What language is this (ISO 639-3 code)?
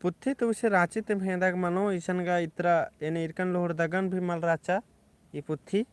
kru